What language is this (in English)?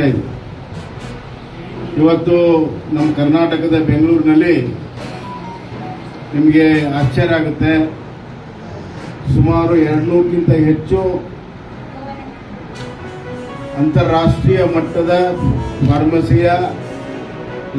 Kannada